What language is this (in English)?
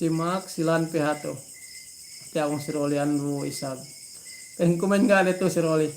Yakan